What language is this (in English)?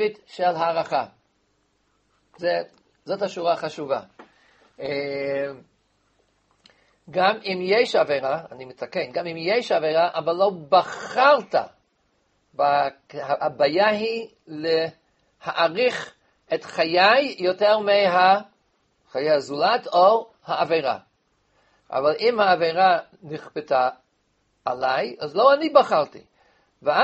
Hebrew